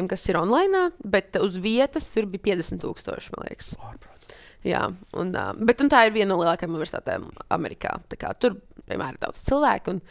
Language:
Latvian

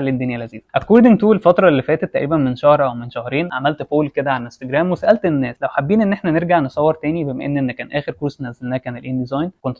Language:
Egyptian Arabic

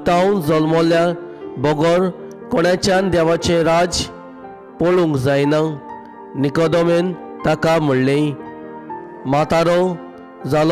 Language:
Konkani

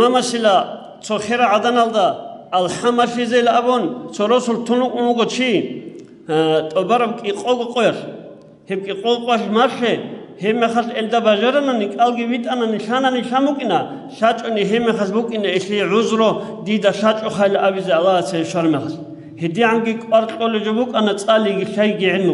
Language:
Avaric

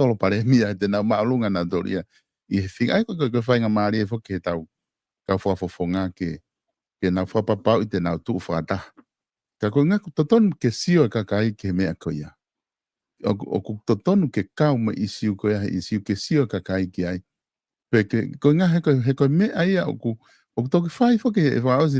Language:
Tongan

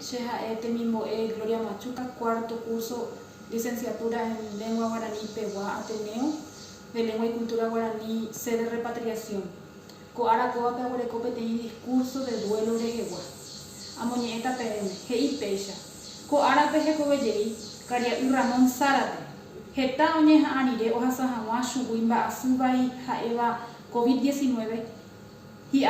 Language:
Guarani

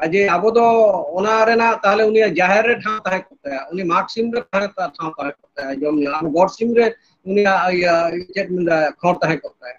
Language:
Santali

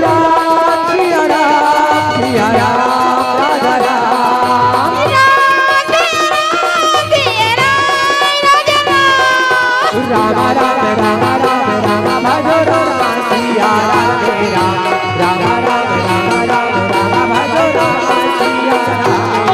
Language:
Chhattisgarhi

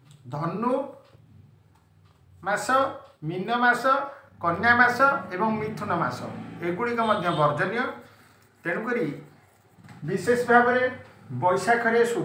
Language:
Odia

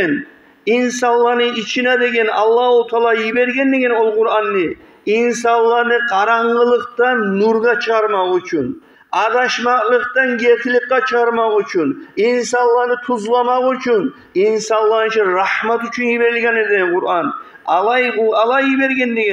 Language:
Kumyk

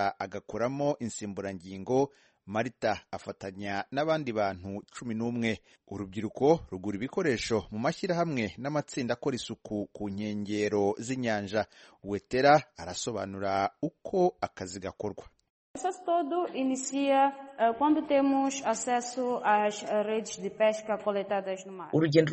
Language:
Kinyarwanda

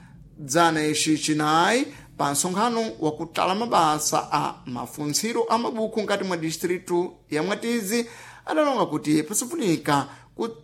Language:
Sena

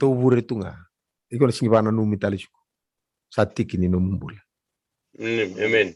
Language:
Fijian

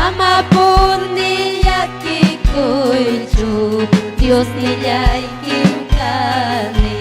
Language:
Ayacucho Quechua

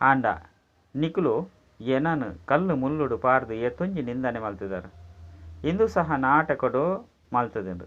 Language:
Tulu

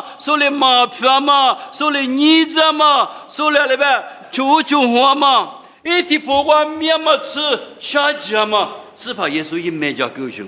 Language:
Lisu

